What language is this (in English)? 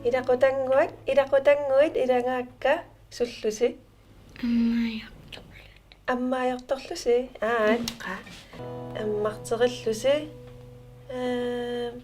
Kalaallisut